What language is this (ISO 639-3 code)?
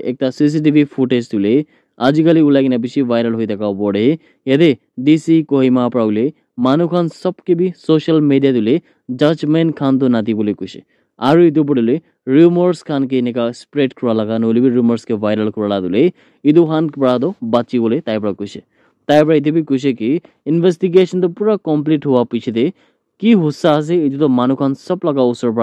nag